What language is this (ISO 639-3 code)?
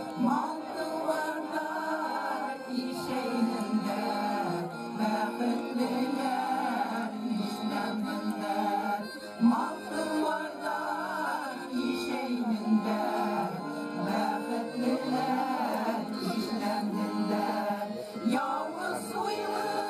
bak